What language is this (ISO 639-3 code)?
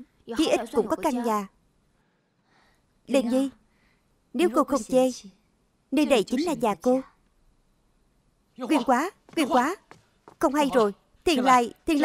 vie